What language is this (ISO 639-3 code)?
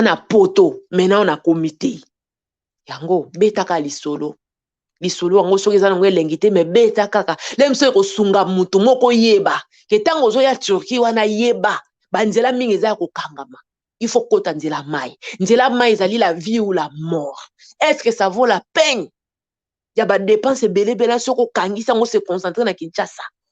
lin